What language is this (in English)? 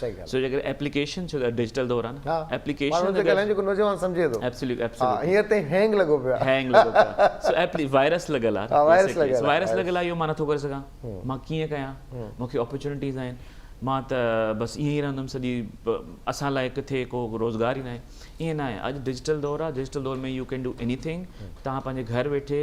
Sindhi